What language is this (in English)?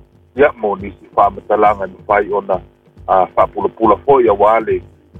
Samoan